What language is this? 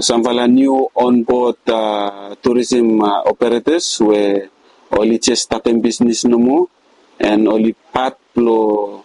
Bislama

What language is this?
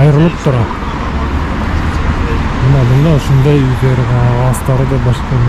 Bashkir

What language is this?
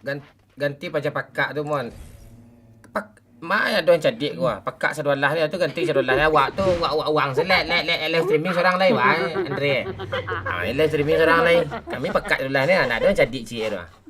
Minangkabau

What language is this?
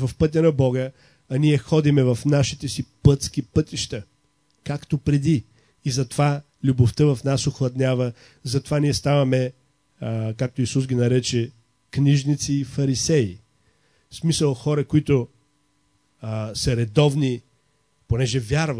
Bulgarian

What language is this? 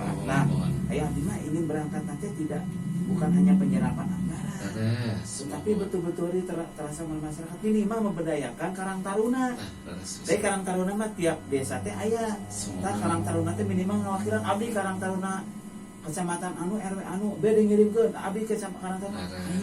Sundanese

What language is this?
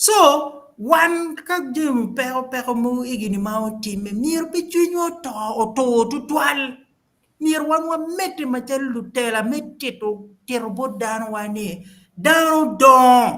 Acoli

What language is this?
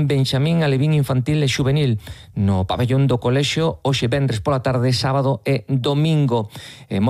Galician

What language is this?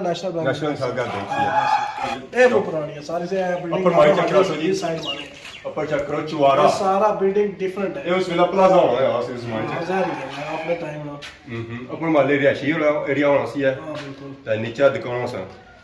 Pahari-Potwari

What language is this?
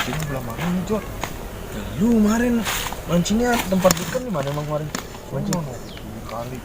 Betawi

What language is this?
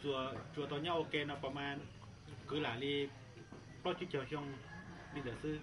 Hmong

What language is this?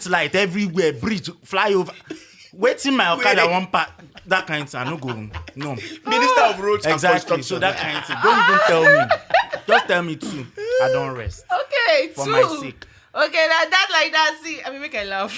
Nigerian Pidgin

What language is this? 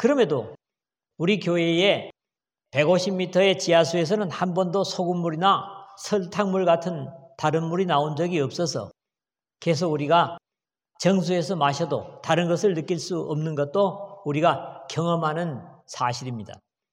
Korean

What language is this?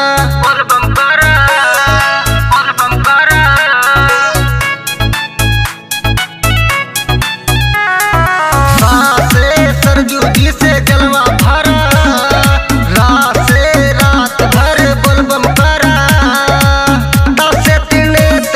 Bhojpuri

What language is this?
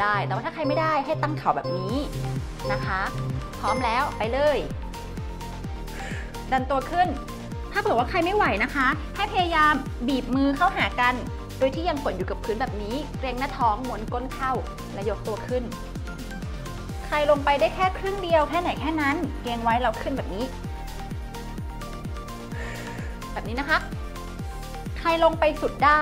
Thai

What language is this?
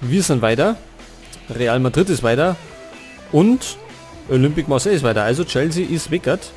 Bavarian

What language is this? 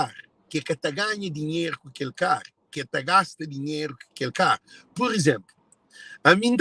Kabuverdianu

